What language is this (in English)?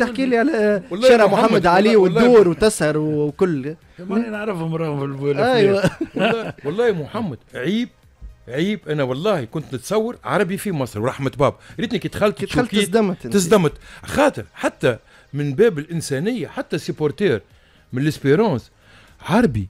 Tunisian Arabic